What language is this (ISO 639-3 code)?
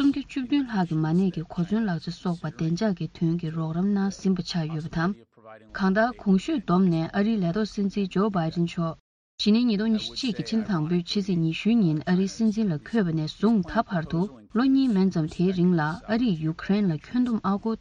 bod